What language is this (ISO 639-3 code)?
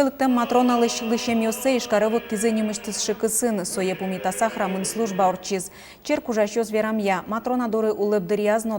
udm